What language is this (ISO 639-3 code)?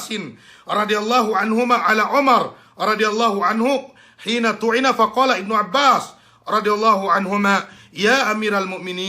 yka